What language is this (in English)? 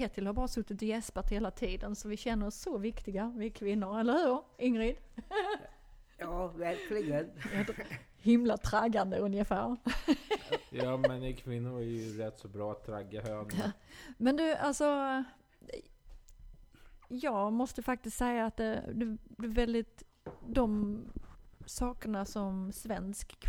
Swedish